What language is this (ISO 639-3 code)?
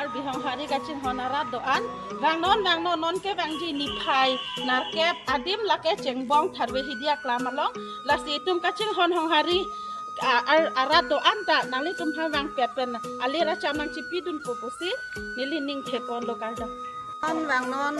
mjw